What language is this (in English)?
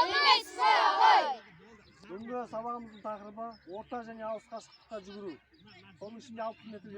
Kazakh